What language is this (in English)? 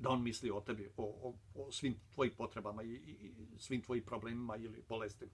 Bosnian